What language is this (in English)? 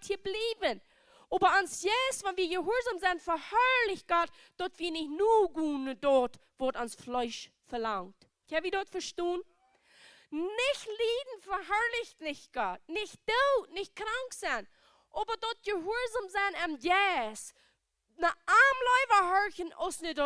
Plautdietsch